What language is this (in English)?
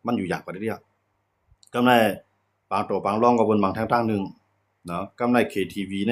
Shan